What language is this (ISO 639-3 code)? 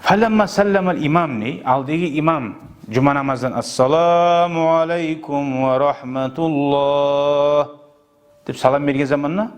kum